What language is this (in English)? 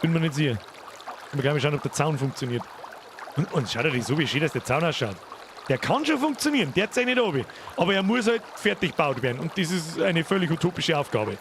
Bavarian